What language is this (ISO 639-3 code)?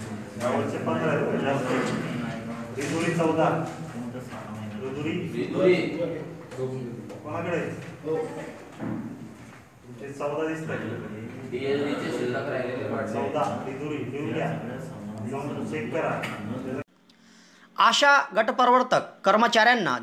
mar